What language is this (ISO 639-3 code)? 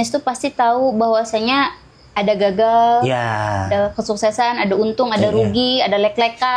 bjn